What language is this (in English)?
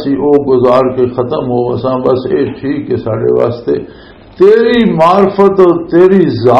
Western Panjabi